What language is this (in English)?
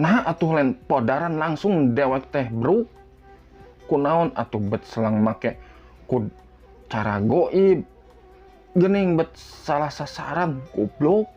Sundanese